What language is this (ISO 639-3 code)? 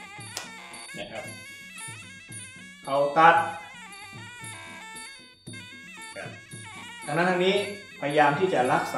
tha